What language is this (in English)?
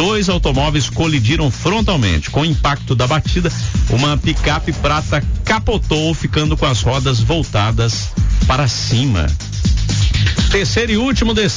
Portuguese